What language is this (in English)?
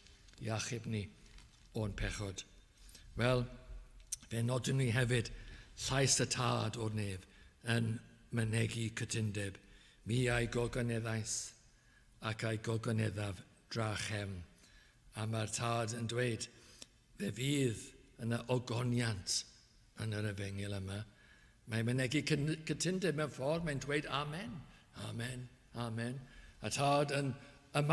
Welsh